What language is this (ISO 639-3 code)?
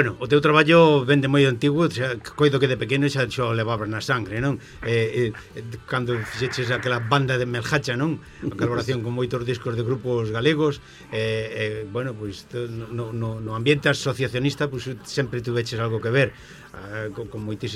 glg